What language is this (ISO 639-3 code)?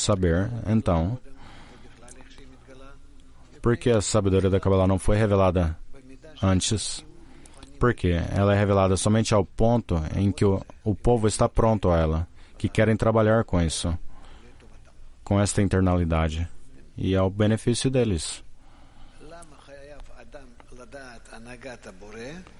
por